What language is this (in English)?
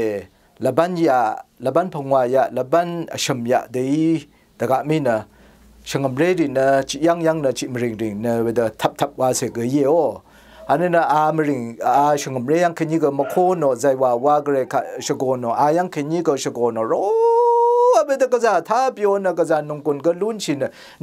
Rawang